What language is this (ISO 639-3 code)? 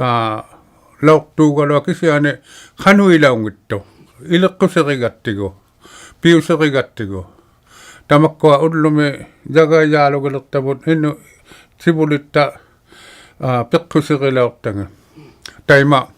iku